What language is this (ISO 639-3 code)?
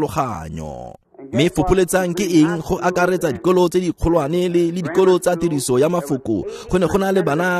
tsn